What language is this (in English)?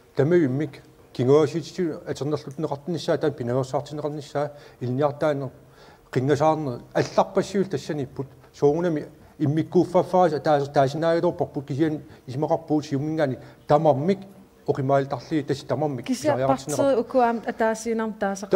Kalaallisut